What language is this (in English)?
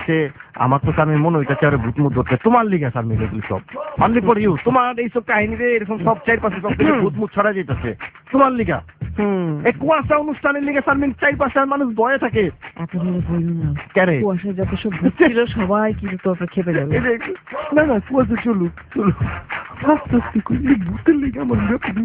Bangla